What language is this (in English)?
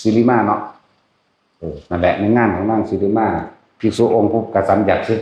Northeastern Thai